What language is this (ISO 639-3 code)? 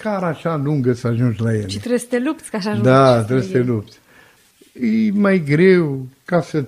ron